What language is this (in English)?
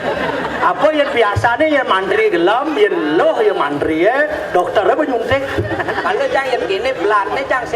Balinese